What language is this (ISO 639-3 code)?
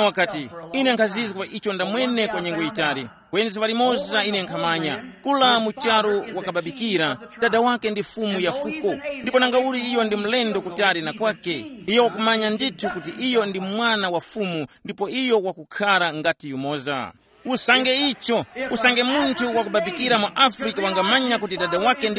tum